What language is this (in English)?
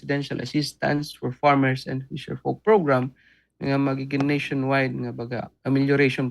Waray